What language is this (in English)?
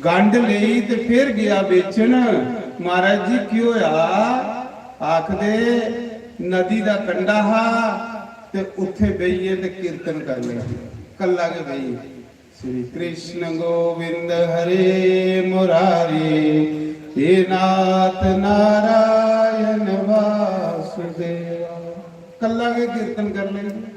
Dogri